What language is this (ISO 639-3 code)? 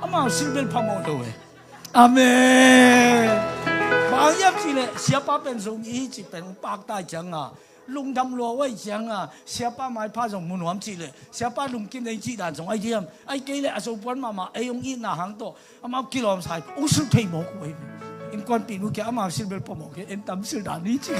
ctd